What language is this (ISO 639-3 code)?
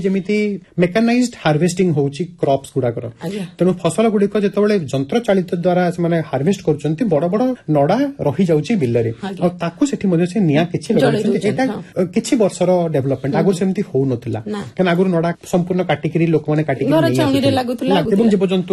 ori